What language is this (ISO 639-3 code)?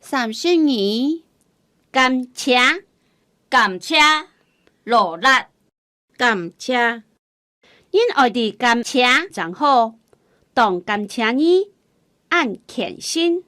hak